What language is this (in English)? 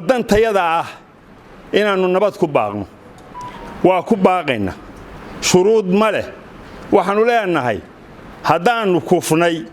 Somali